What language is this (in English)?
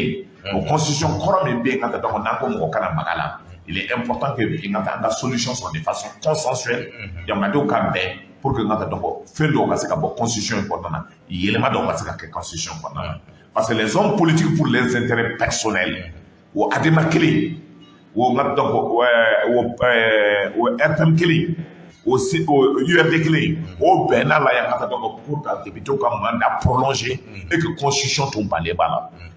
Bambara